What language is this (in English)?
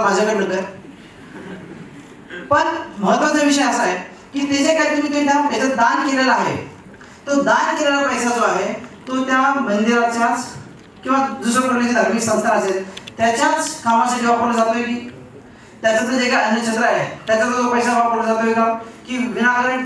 Marathi